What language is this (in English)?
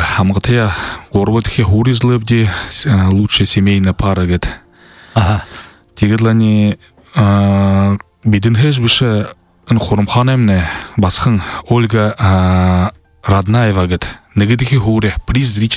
Buriat